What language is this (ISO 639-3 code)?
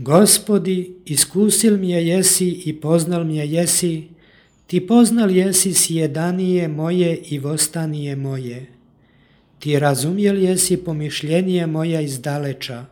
chu